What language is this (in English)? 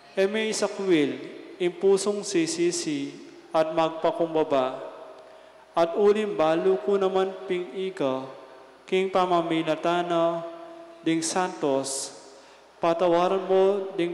Pampanga